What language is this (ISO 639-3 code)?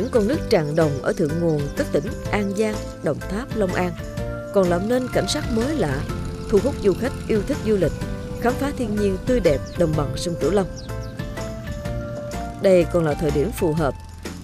vie